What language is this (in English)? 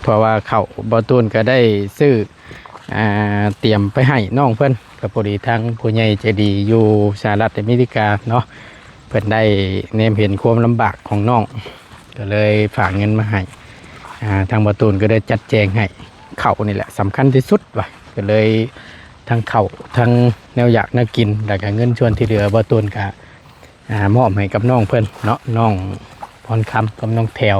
Lao